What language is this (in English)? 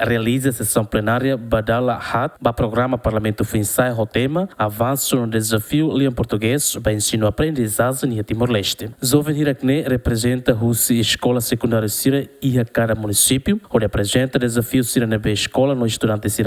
Tetum